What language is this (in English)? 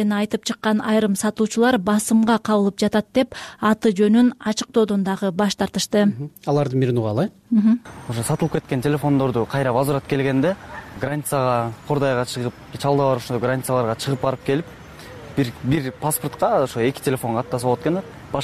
Kyrgyz